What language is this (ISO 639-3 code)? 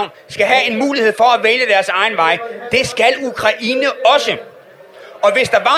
dan